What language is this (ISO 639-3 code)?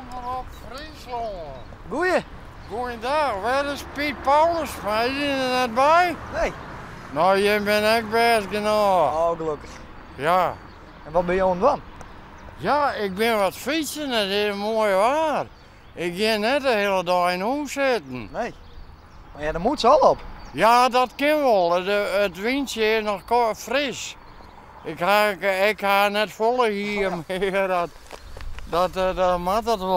fry